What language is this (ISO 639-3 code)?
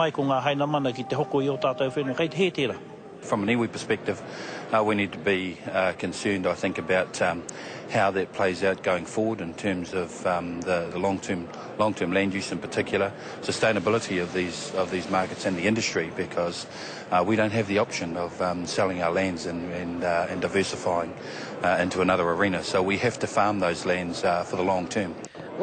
mri